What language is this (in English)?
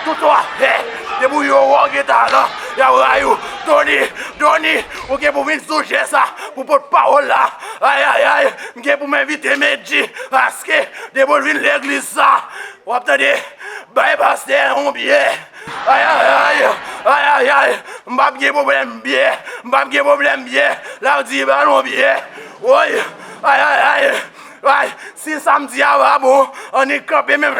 Haitian Creole